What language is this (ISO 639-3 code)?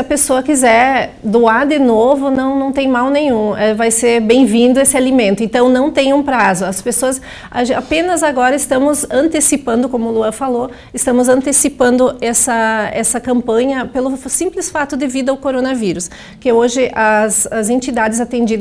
por